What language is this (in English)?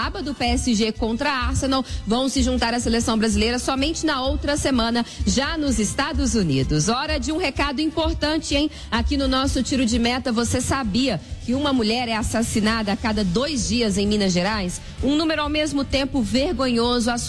Portuguese